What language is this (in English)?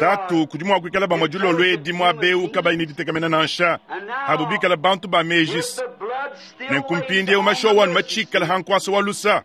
Luba-Lulua